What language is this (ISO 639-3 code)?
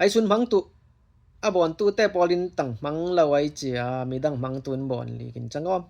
cfm